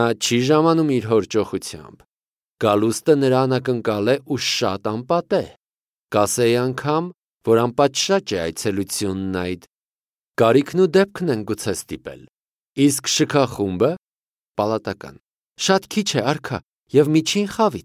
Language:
Armenian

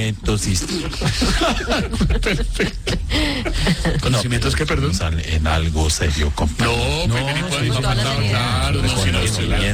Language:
Spanish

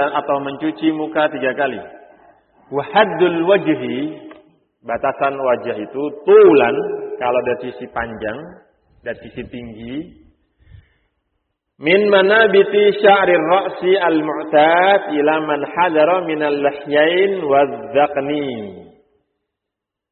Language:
Indonesian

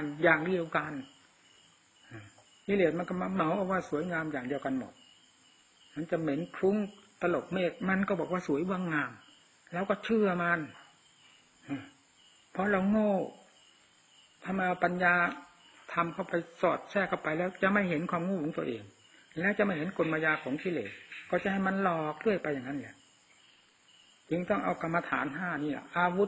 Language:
Thai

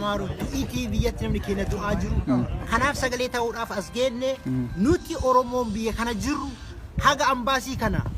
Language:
Oromo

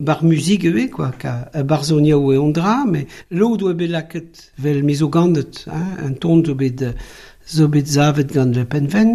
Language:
Breton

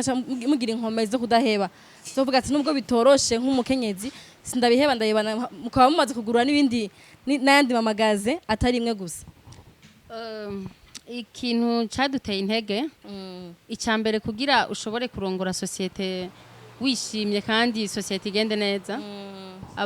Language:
Rundi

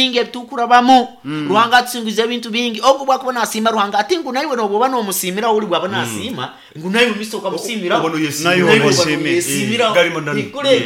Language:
Nyoro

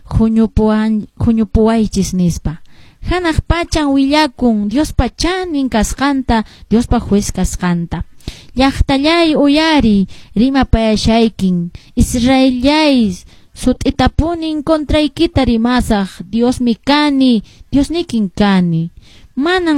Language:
Quechua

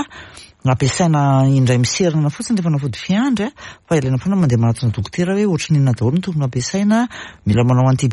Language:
Malagasy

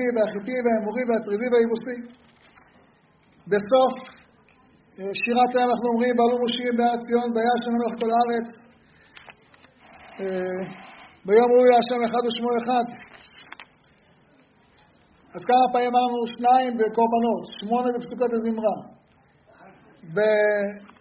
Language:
Hebrew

